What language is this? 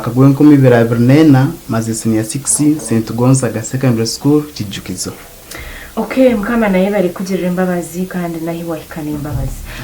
Nyankole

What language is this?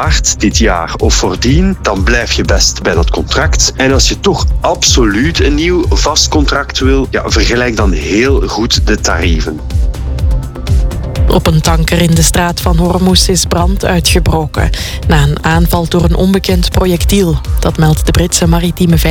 Dutch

